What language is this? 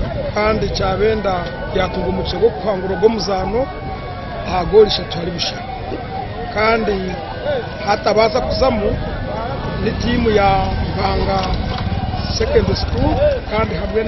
Nyankole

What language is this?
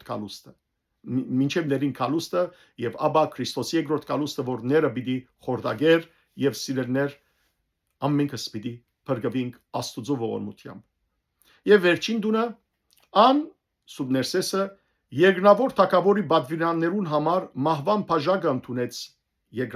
Western Armenian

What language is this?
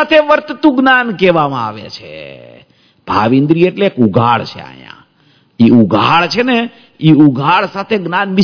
Gujarati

